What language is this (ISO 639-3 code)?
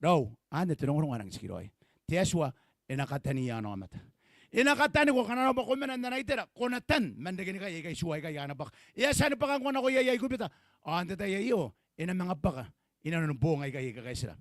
gil